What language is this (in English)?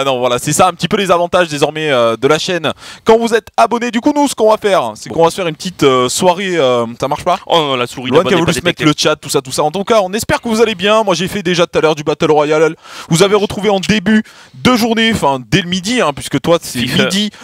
French